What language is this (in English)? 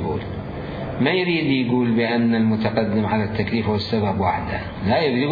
Mesopotamian Arabic